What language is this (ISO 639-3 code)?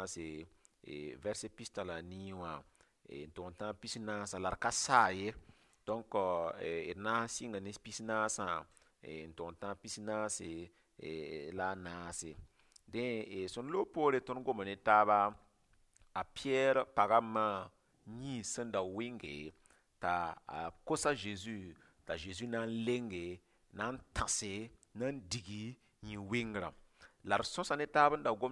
mos